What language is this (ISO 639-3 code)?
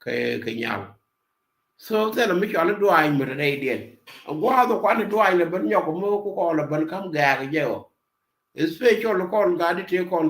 nus